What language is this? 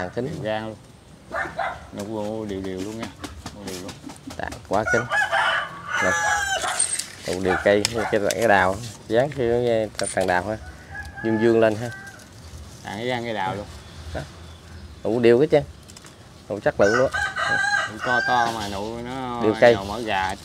Vietnamese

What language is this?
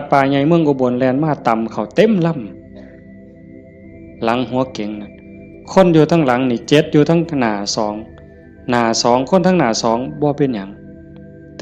Northeastern Thai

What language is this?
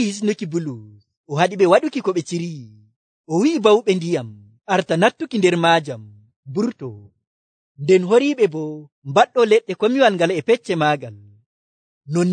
Nigerian Fulfulde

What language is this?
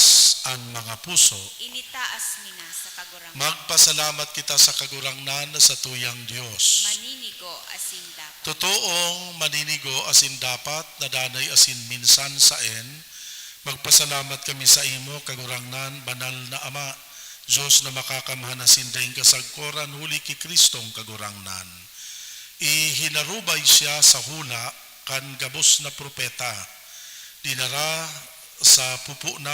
Bikol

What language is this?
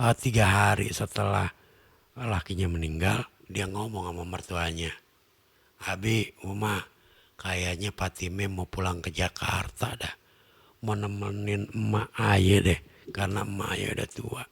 Betawi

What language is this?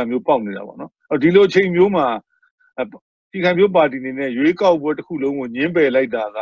Burmese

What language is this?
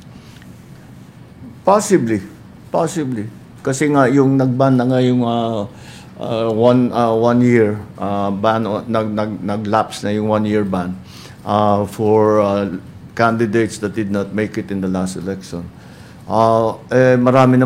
Filipino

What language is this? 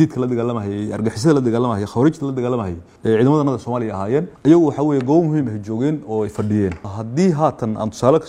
Somali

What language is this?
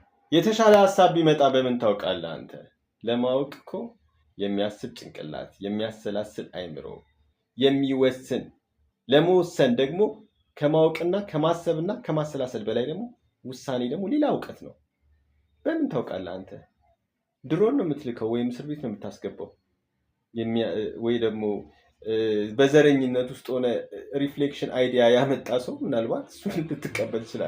Amharic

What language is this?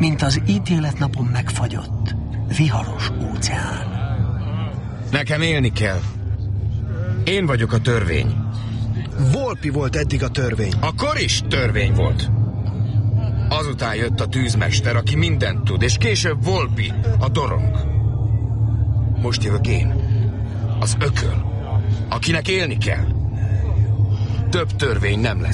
Hungarian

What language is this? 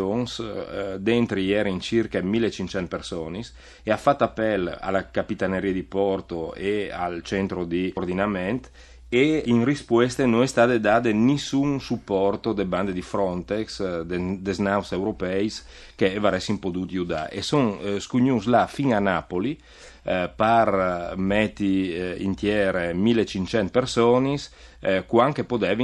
Friulian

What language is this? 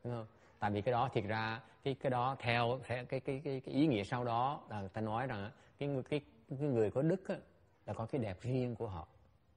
Vietnamese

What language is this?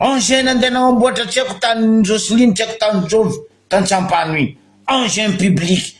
Malagasy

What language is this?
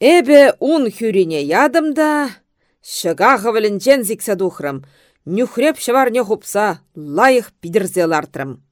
Chuvash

